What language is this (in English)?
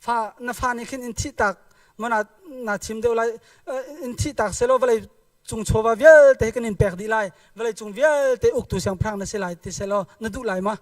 Hakha Chin